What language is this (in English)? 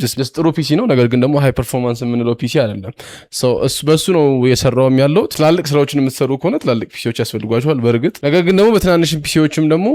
Amharic